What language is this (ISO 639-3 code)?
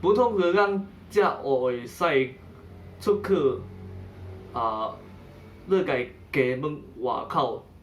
nan